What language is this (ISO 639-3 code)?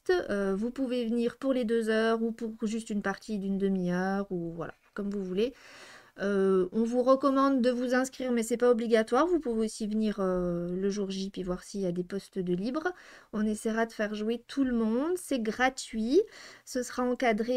fra